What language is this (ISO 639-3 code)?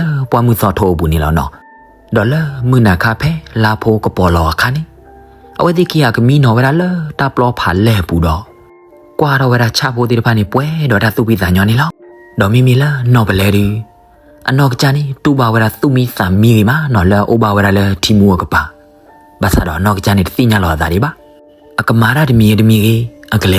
ksw